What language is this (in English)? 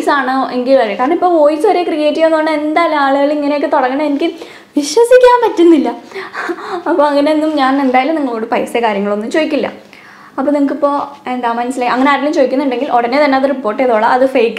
Malayalam